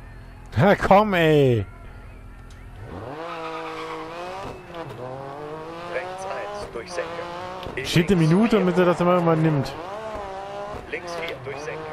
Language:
German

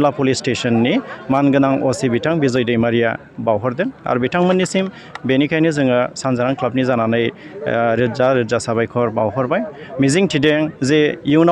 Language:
Bodo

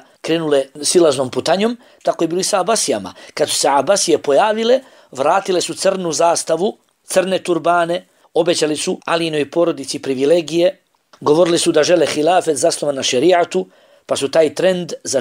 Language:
Bosnian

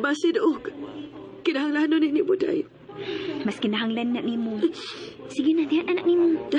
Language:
Cebuano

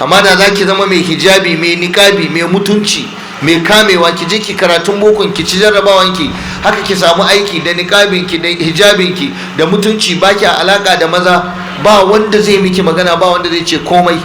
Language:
Hausa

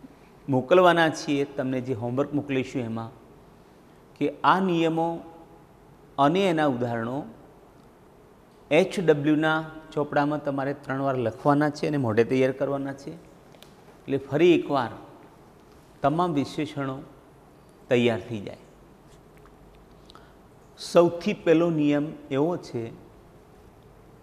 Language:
Gujarati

